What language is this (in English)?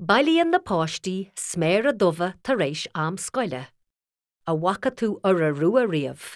Irish